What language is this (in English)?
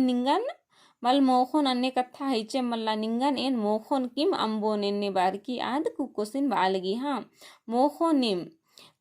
Kurukh